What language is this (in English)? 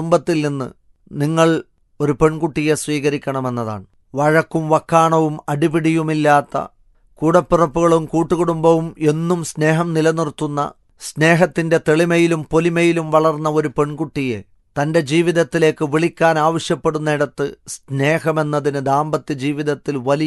Malayalam